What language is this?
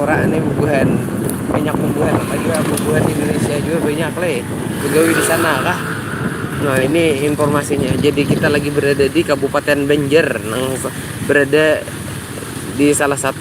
Banjar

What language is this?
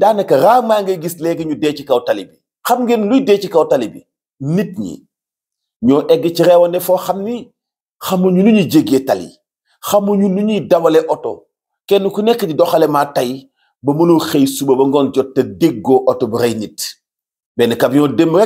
Wolof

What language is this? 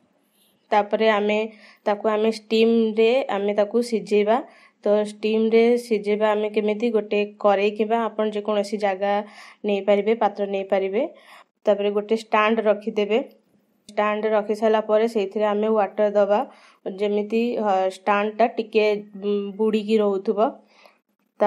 Odia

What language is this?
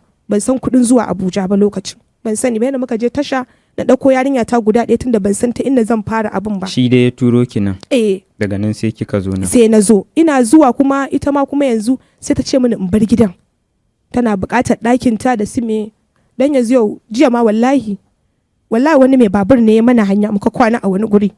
Hausa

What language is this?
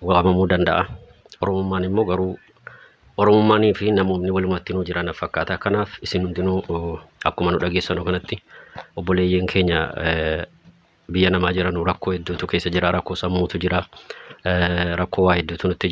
Oromo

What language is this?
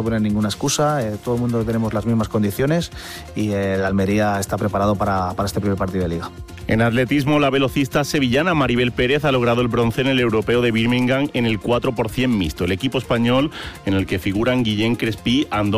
Spanish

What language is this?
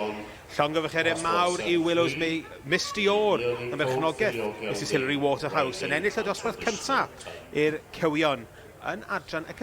Welsh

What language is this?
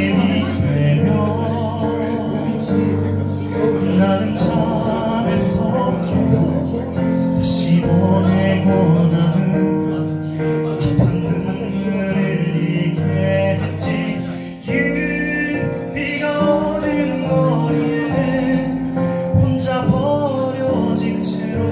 Korean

